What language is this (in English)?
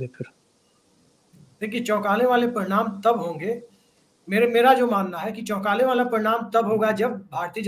Hindi